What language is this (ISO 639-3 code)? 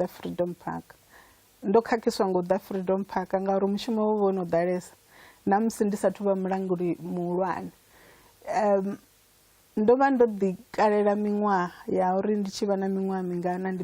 ven